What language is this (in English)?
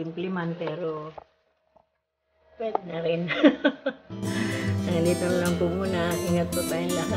Filipino